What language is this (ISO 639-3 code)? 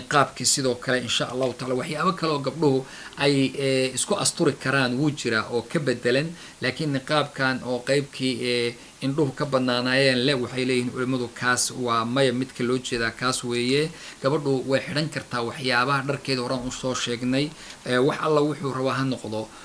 som